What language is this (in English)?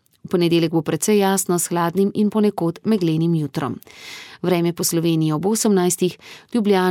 Slovenian